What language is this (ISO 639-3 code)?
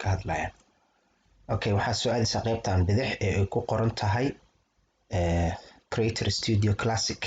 som